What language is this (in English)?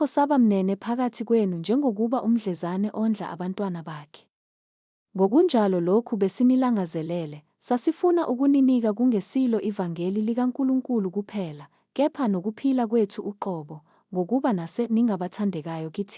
Zulu